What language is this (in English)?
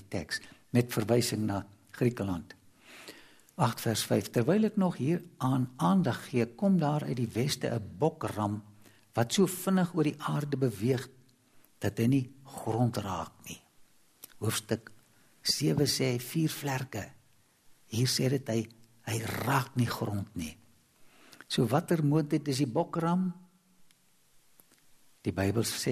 Afrikaans